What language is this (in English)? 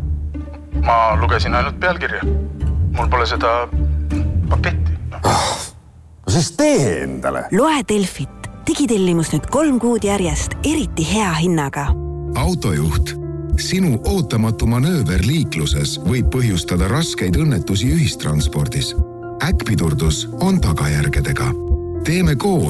Estonian